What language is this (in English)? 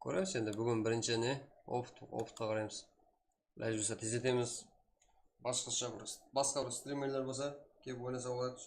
Kara-Kalpak